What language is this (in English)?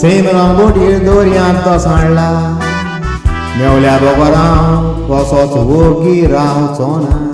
Konkani